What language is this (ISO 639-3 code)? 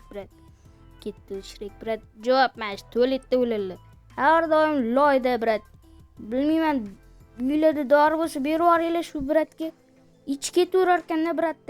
uzb